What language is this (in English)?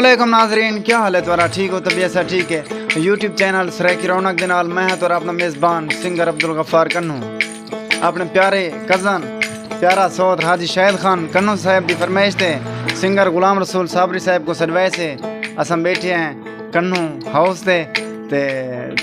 Saraiki